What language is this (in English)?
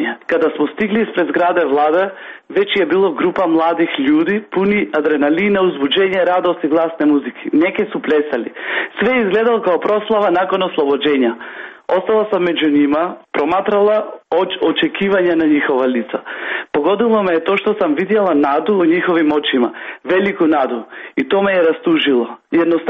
Croatian